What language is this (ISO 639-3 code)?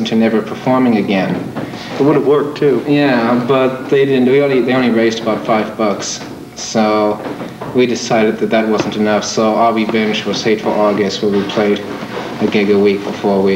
eng